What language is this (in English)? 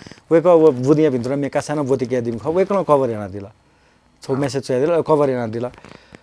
Newari